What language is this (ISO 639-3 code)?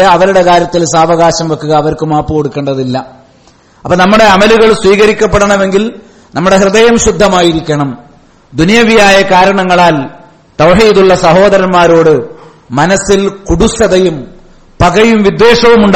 mal